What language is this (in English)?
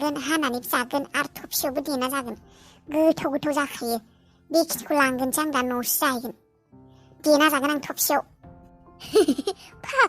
Bodo